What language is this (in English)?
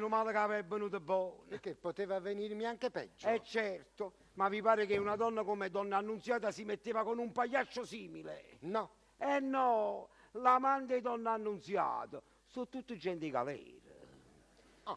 Neapolitan